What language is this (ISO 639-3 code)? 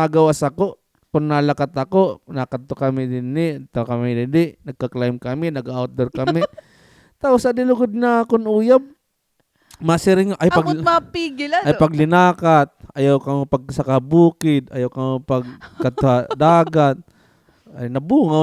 war